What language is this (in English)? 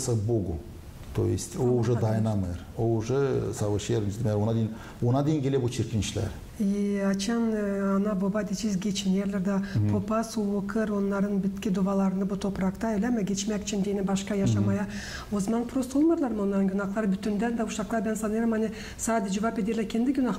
Gagauz